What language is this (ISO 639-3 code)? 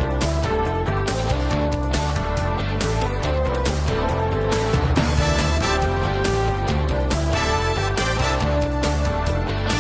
por